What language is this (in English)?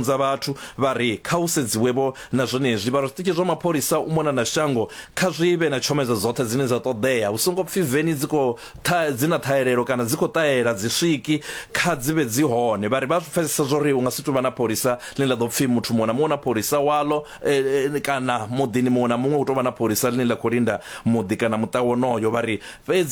Venda